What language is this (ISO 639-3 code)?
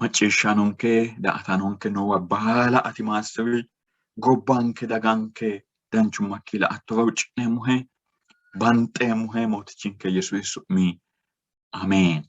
sid